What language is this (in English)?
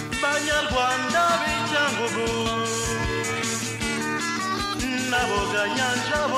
Kinyarwanda